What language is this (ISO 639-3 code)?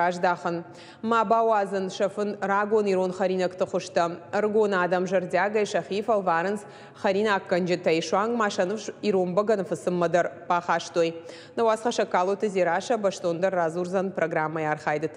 oss